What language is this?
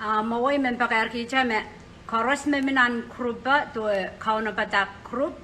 Pohnpeian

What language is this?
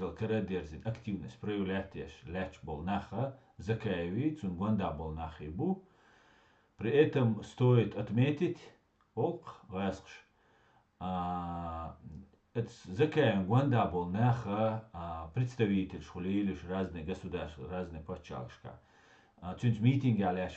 Chechen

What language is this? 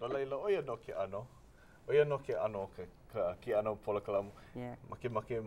Hawaiian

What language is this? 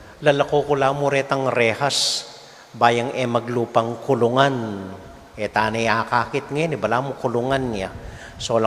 Pampanga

